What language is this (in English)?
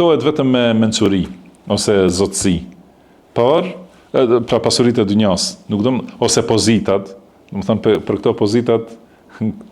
Albanian